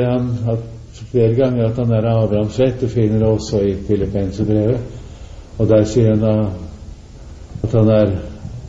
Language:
Norwegian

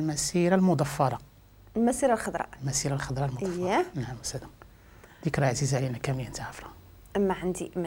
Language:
Moroccan Arabic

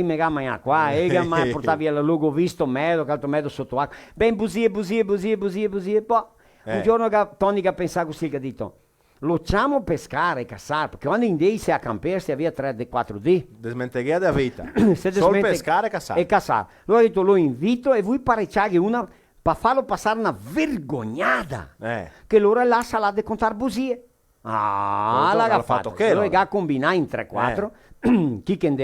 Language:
Venetian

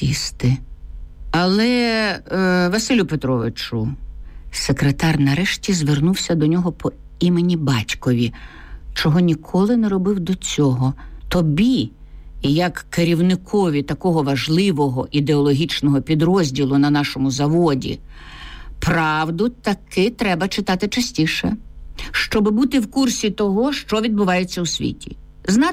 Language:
Ukrainian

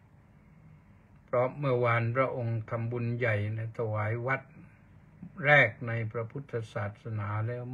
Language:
Thai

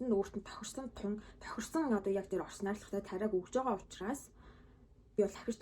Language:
Mongolian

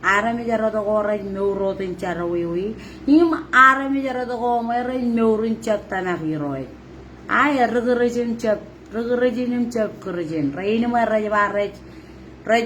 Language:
Marshallese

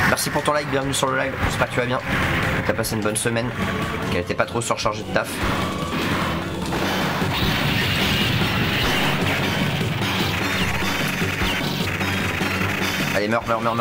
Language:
French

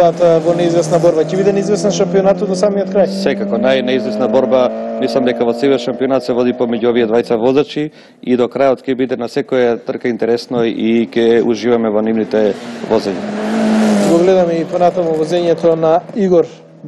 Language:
Macedonian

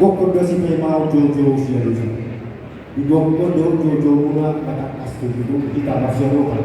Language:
Batak Toba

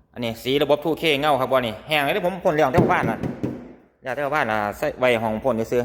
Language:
Northeastern Thai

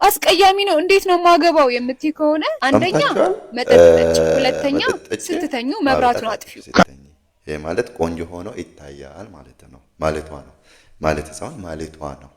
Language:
Amharic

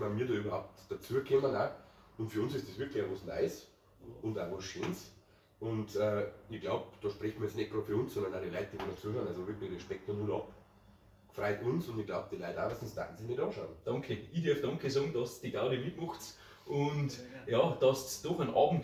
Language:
Bavarian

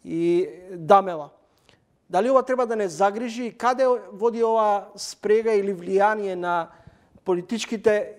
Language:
Macedonian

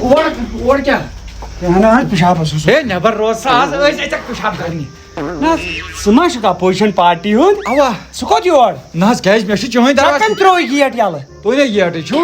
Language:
Kashmiri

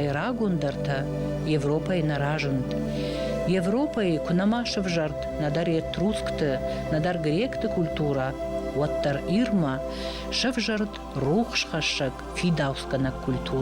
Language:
Ossetic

